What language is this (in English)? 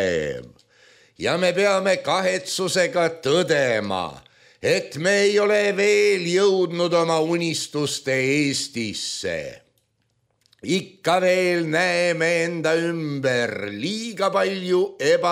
Estonian